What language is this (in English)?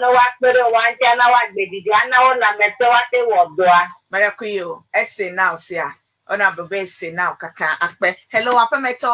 Ewe